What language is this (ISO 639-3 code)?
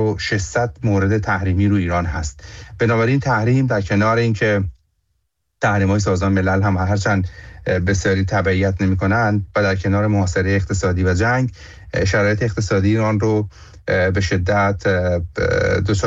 fas